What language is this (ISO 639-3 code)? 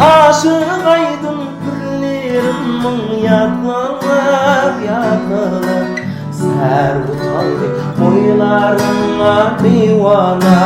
kaa